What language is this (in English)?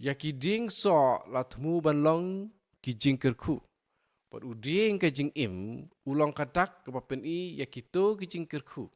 Khasi